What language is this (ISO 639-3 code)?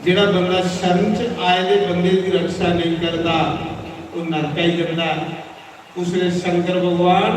doi